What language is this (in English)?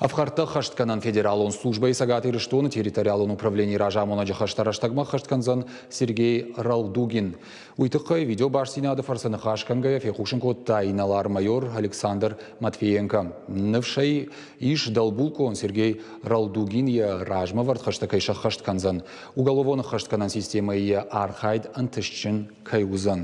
Ossetic